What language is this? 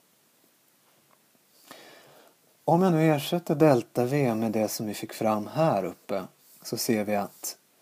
Swedish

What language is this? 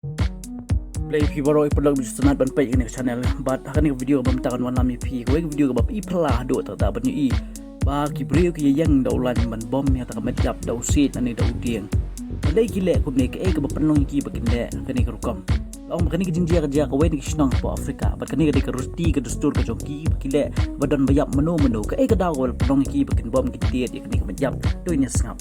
Khasi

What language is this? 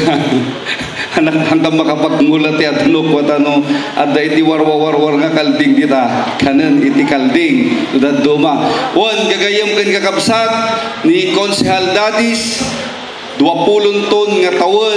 Iloko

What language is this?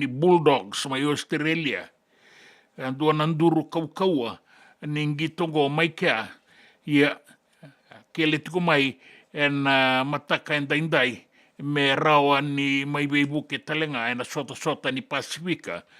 Fijian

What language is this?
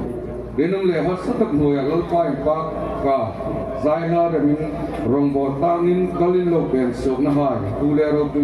Hmar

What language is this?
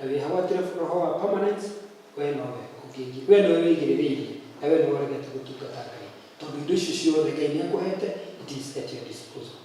Kikuyu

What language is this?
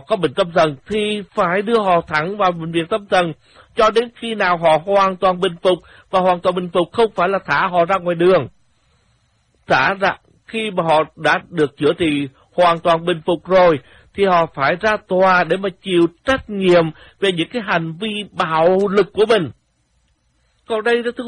Vietnamese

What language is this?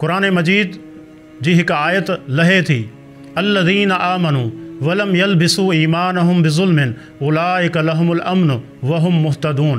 Sindhi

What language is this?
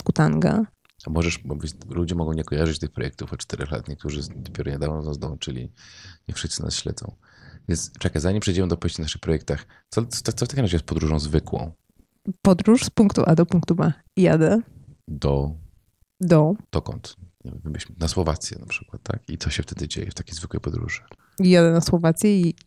Polish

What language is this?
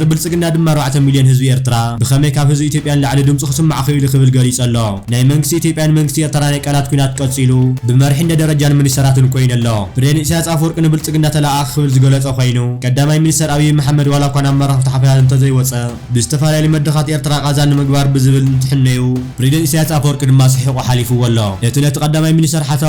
Tigrinya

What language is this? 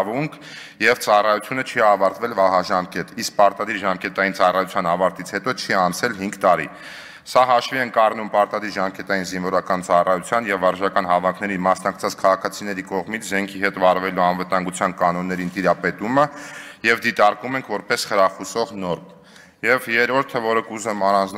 Armenian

